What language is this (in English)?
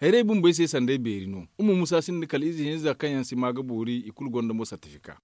Zarma